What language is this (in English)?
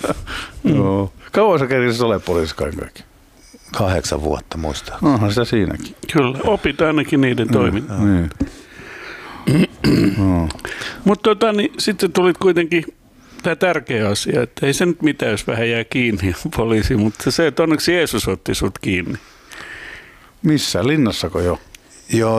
Finnish